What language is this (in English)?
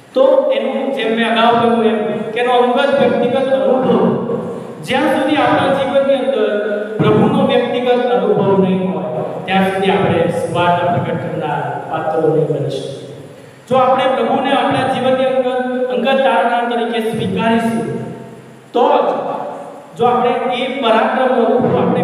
Gujarati